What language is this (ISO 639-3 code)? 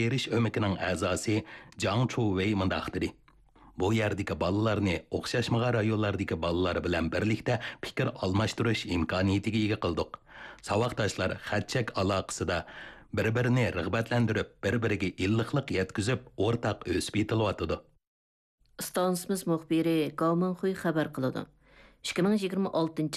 uig